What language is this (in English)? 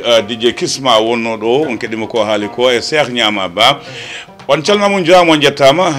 Fula